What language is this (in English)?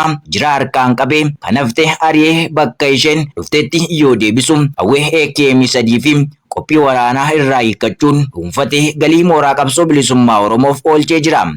Oromo